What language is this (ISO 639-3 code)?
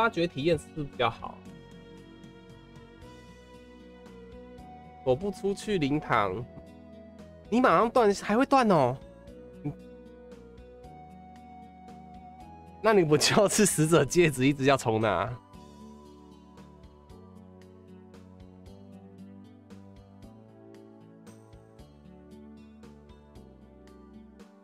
zho